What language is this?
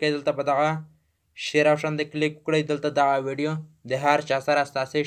Pashto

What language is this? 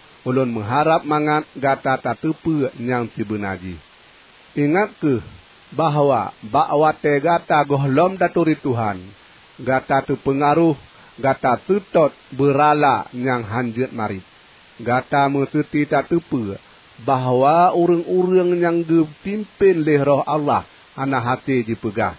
Achinese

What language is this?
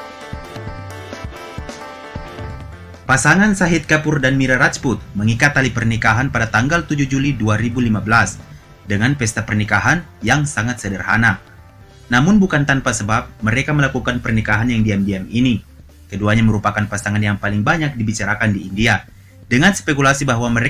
Indonesian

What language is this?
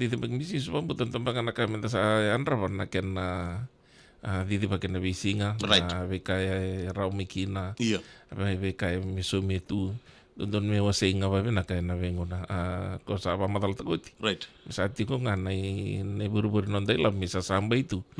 Fijian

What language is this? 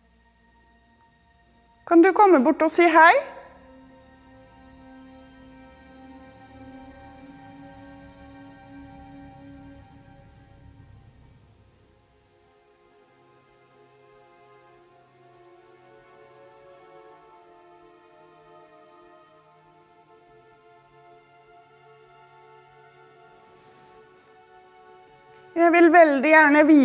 Norwegian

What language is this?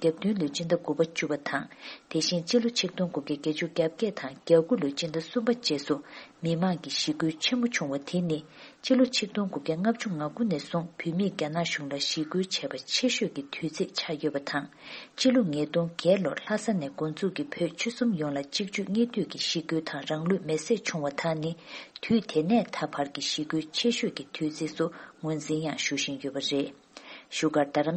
Tibetan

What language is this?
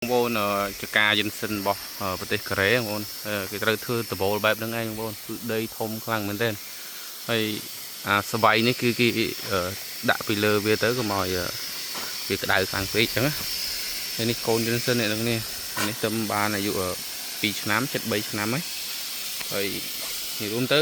Khmer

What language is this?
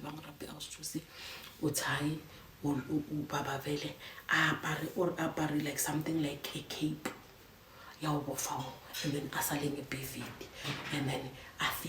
Zulu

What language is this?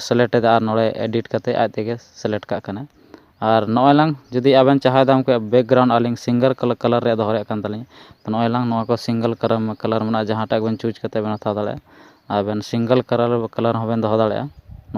Santali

